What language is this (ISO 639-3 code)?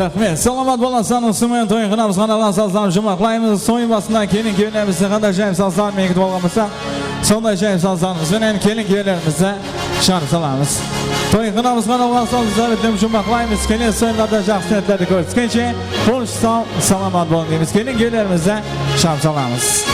kaa